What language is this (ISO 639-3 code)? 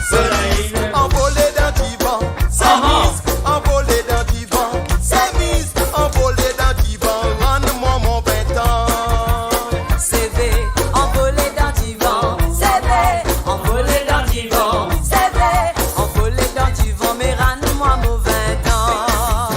mfe